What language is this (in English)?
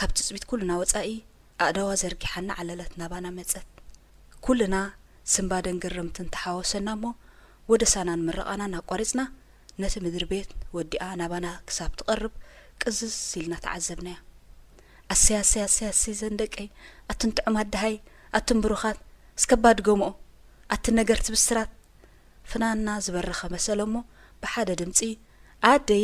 Tigrinya